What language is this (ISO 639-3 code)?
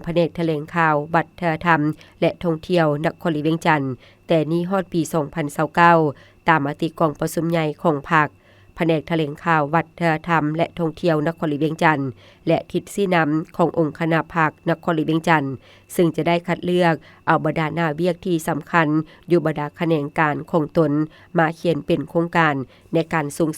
lao